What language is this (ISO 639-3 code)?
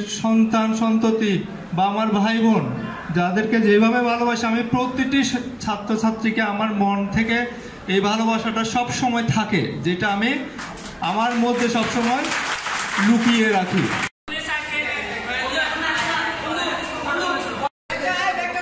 ben